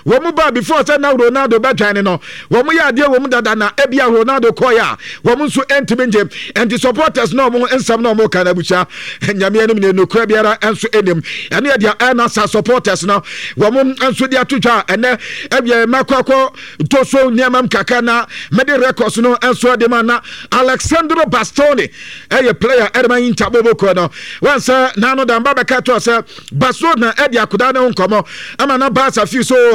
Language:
Akan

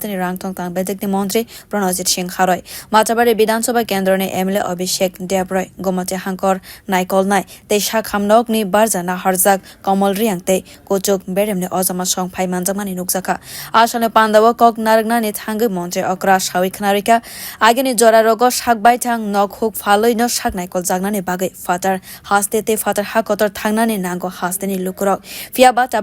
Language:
Kok Borok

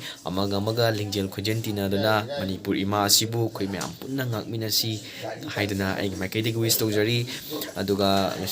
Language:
Manipuri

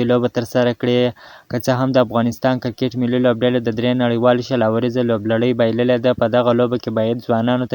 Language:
Pashto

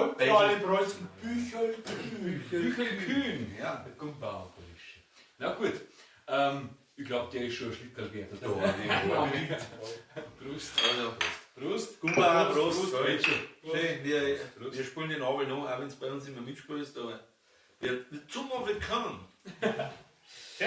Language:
Bavarian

